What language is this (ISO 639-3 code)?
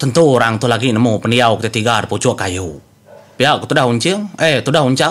iba